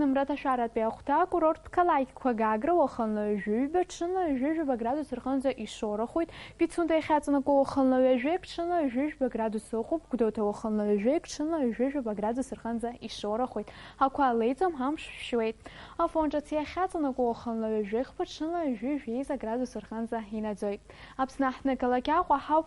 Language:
Abkhazian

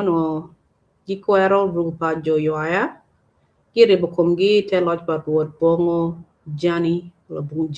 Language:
Acoli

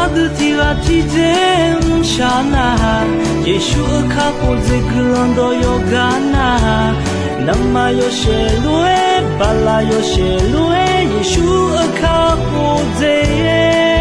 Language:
Akha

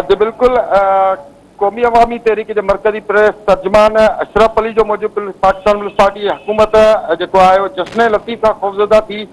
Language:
Sindhi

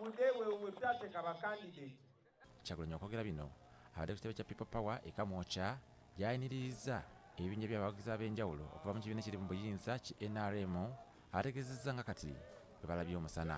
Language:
Ganda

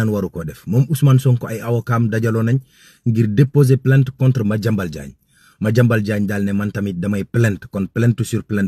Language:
Wolof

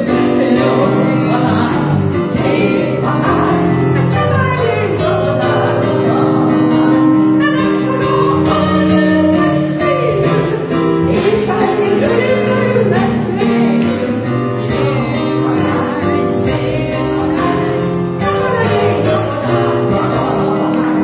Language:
Hungarian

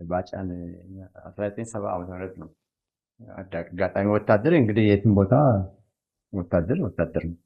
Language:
Amharic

